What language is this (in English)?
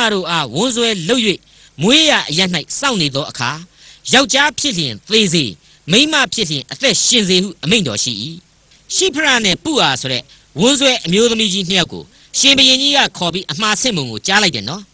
Burmese